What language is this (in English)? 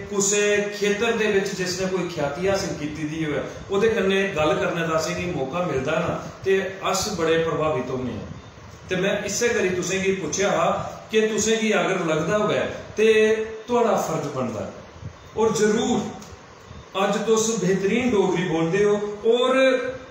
Dogri